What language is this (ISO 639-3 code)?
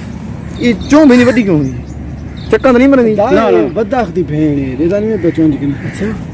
skr